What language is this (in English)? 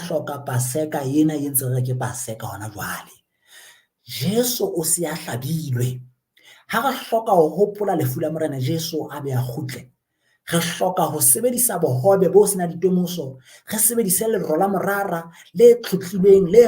Southern Sotho